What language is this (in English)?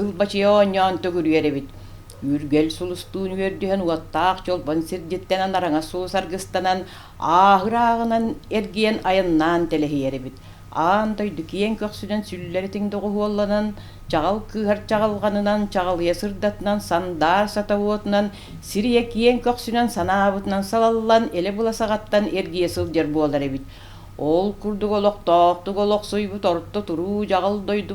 Yakut